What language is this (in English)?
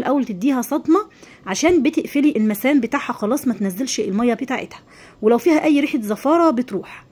Egyptian Arabic